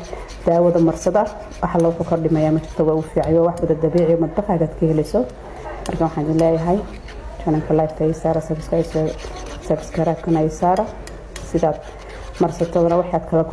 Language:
Somali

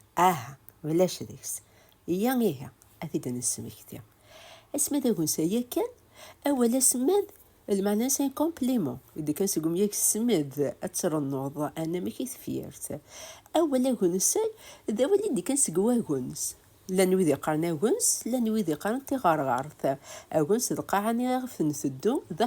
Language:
Kabyle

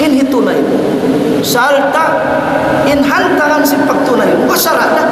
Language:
Tausug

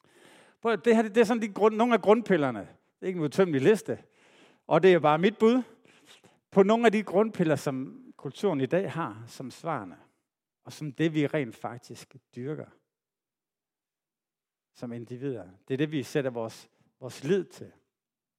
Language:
Danish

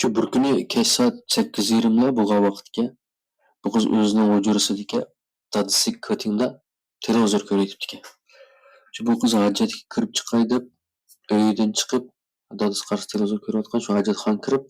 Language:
Uyghur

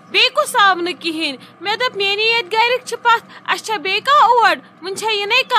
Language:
Kashmiri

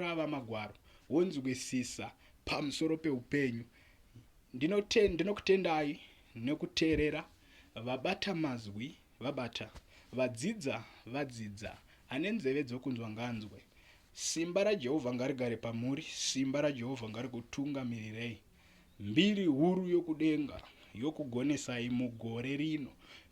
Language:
Shona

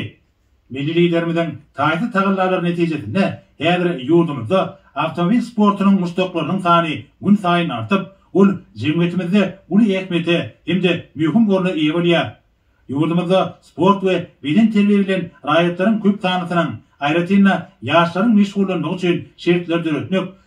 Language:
Turkmen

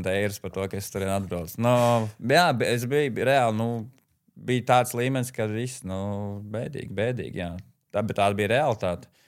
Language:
Latvian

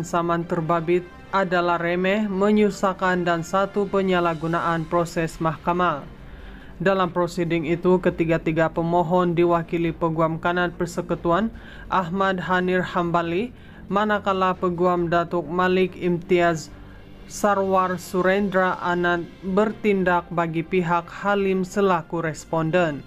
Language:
Malay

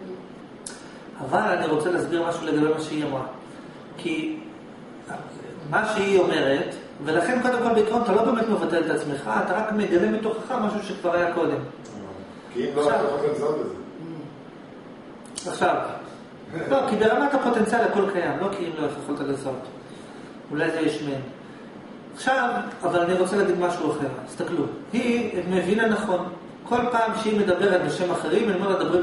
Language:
Hebrew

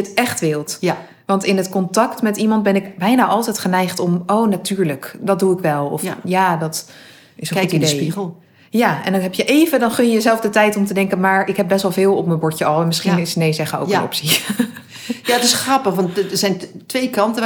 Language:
Dutch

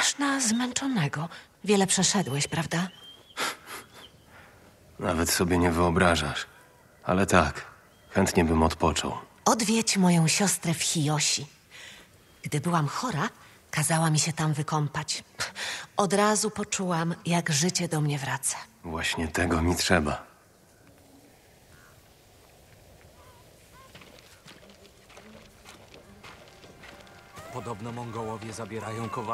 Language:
Polish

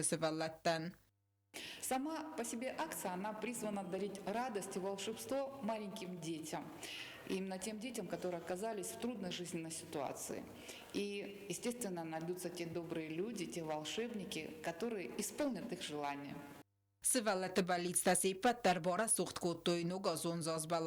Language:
Ossetic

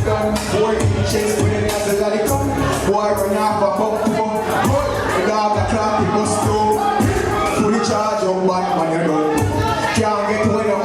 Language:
Jamaican Creole English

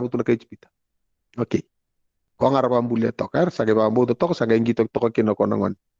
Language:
Fijian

